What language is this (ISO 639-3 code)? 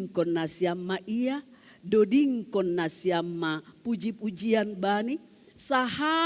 bts